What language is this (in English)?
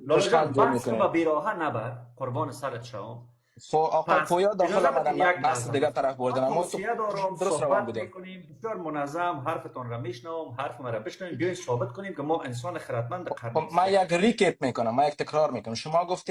Persian